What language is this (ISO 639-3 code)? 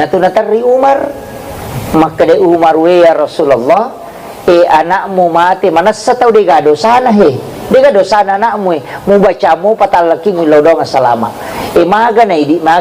bug